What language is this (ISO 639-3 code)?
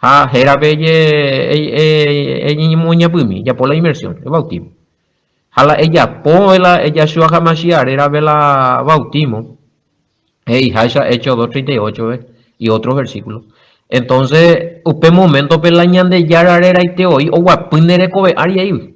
grn